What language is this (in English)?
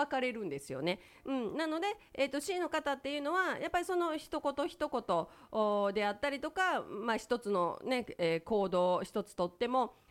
Japanese